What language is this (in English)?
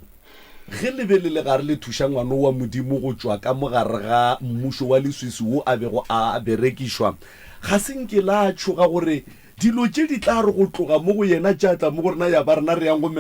Northern Sotho